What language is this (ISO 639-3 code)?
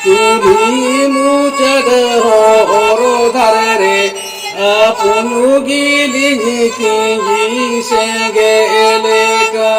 sat